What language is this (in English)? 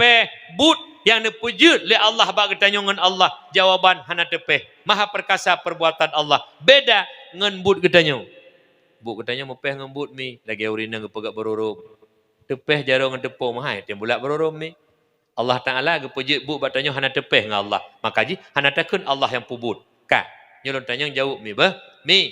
Achinese